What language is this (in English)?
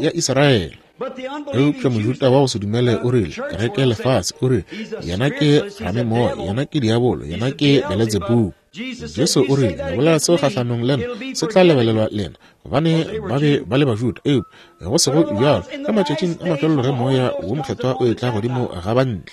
Northern Sotho